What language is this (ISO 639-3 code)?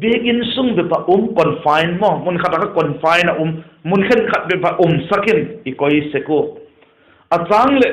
vap